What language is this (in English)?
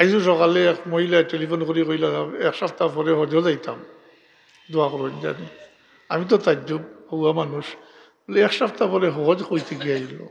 Sylheti